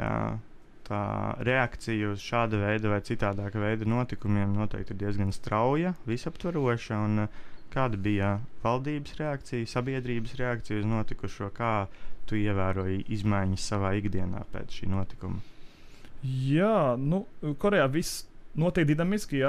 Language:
Latvian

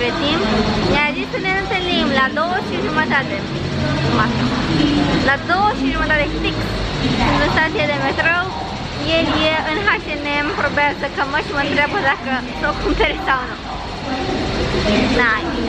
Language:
Romanian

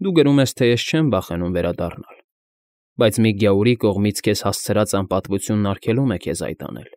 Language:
Armenian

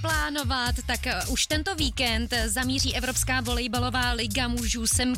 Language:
Czech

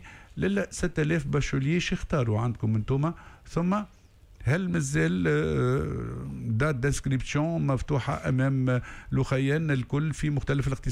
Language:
Tunisian Arabic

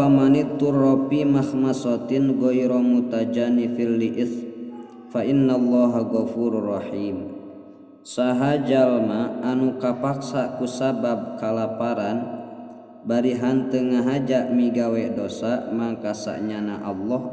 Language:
Sundanese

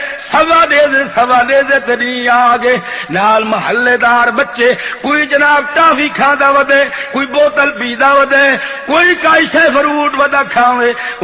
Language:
Saraiki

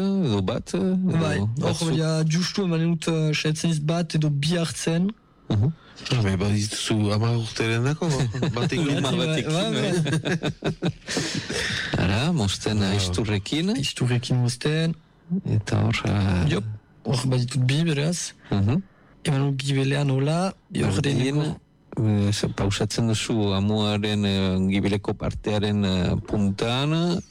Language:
Basque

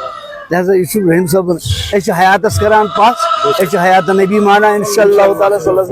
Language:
Kashmiri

